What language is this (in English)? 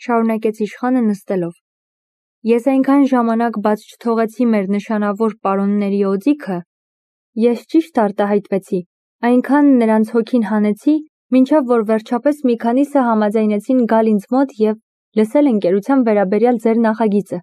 Armenian